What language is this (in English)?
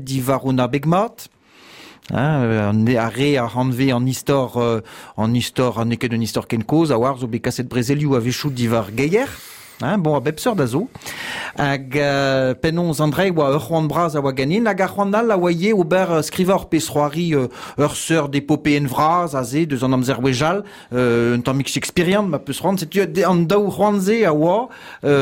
Breton